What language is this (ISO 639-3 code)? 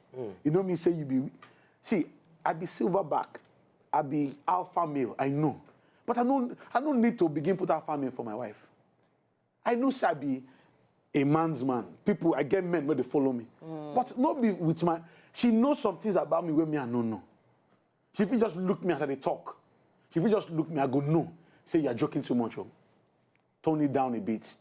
pcm